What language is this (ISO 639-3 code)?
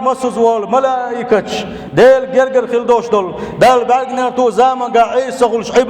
che